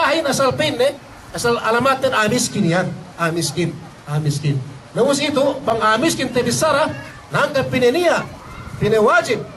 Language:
Yakan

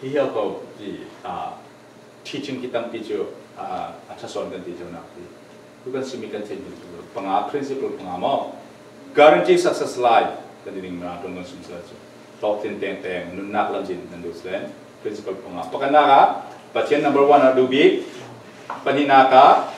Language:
Falam Chin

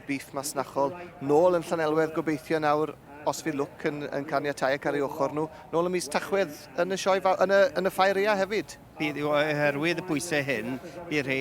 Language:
Welsh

